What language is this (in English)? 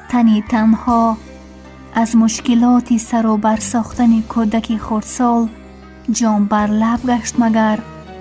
Tajik